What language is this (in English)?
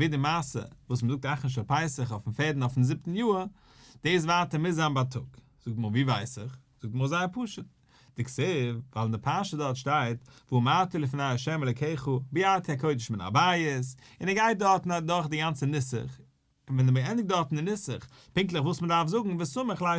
Yiddish